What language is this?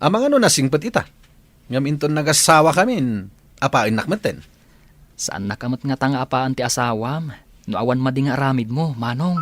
Iloko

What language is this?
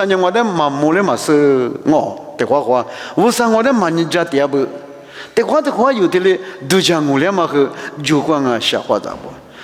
Lisu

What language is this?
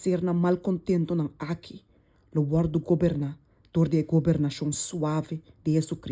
Papiamento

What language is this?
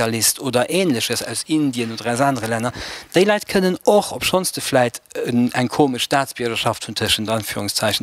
Luxembourgish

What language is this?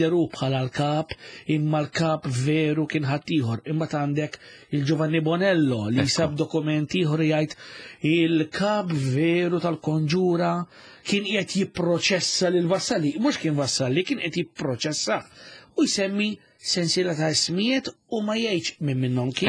Maltese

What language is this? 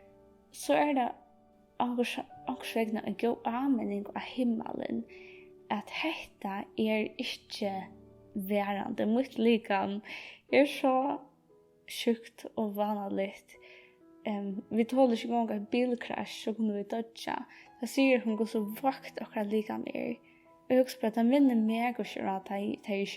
Faroese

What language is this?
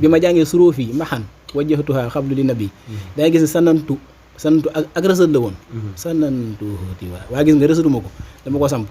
Wolof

